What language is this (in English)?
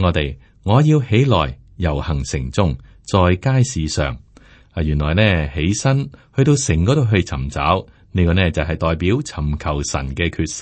Cantonese